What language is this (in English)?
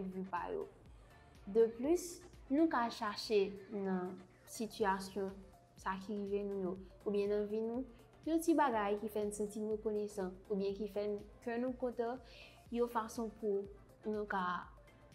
Haitian Creole